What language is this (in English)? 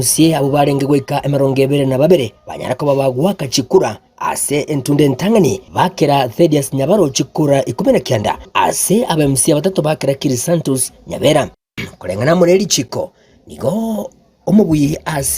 Gusii